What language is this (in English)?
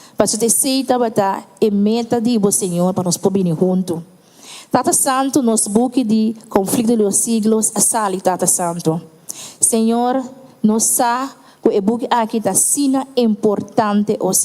Papiamento